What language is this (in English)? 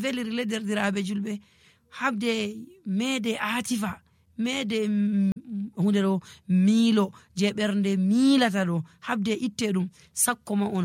Fula